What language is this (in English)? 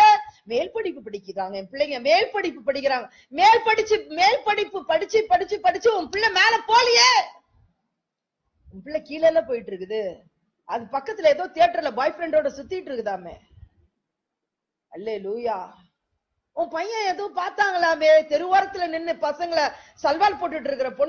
Tamil